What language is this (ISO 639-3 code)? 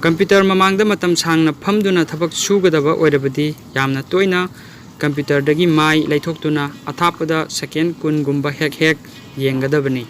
mni